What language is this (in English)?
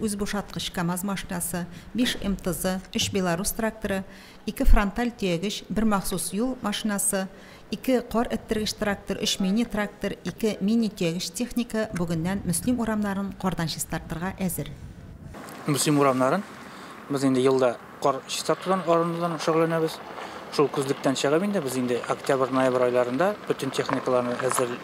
Tatar